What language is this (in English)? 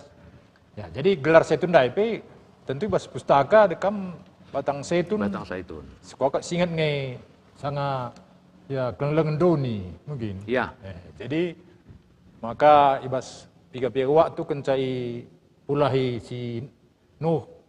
Batak Karo